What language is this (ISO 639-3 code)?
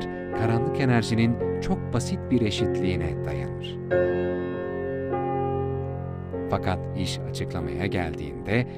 tur